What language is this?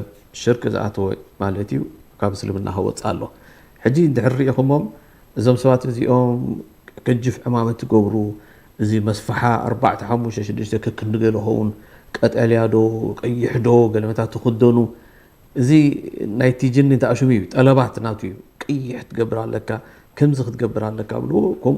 Tigrinya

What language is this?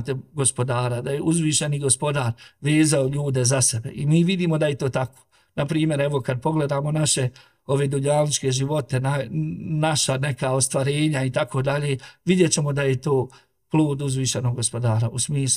Bosnian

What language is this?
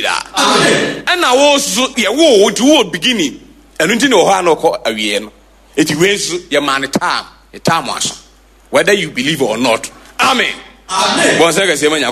Akan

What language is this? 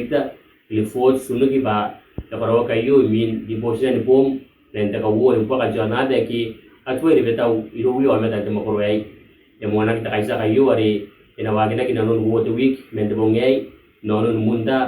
Gilbertese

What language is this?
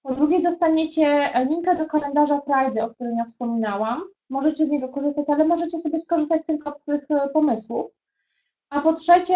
Polish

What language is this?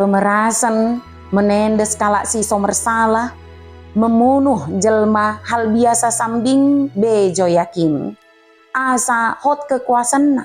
Batak Dairi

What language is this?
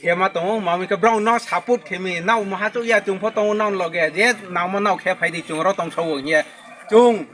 Riang (India)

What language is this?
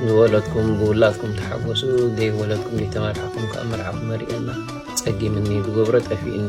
Tigrinya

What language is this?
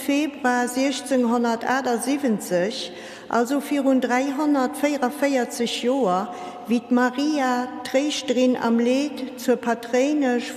Luxembourgish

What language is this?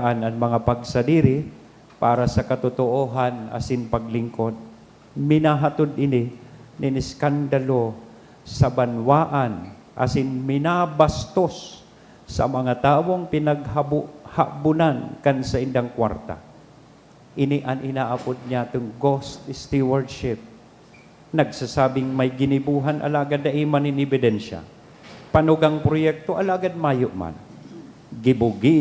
Bikol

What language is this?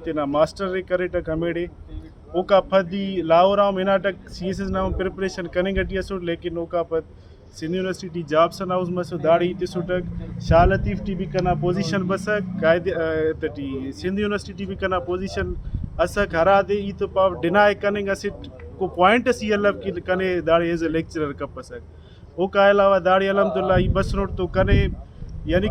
Brahui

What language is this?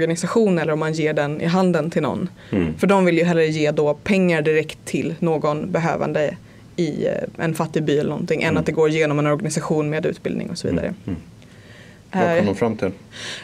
Swedish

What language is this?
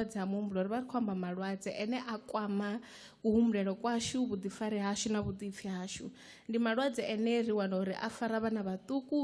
Venda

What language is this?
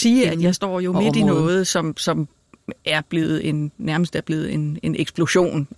Danish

